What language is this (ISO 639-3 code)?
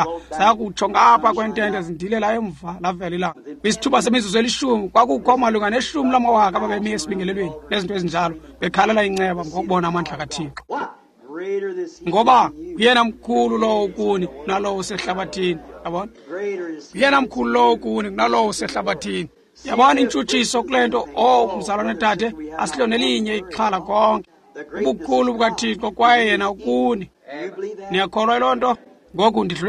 xho